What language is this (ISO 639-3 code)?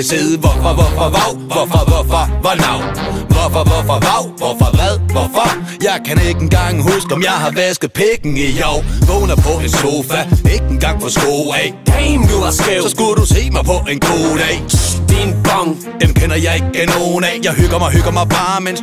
dan